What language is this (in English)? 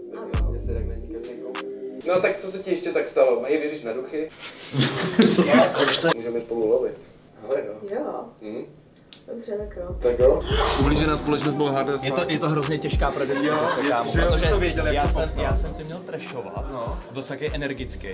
Czech